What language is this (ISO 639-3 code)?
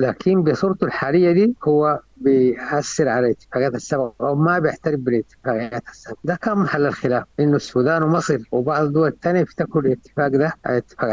apd